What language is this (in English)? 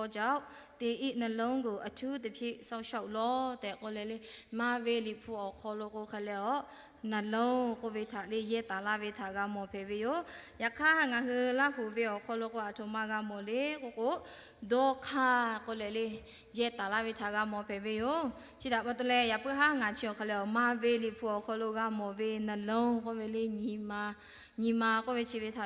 Lahu